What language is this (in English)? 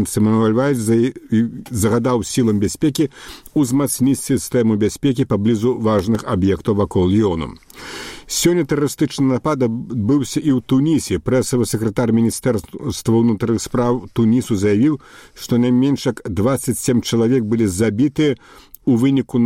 Belarusian